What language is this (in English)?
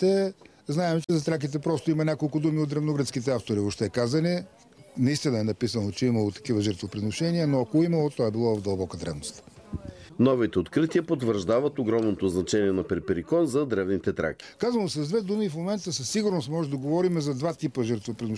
Bulgarian